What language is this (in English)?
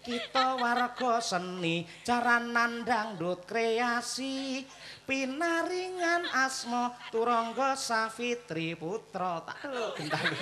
Javanese